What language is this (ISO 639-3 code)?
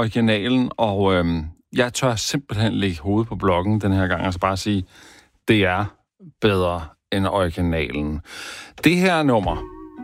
dan